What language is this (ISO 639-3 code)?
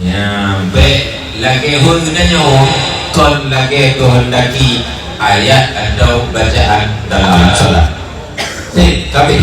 ace